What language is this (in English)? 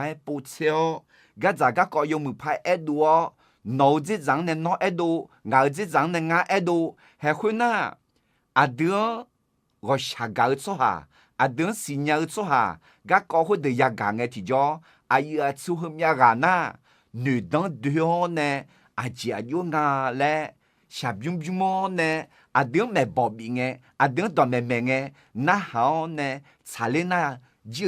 Akha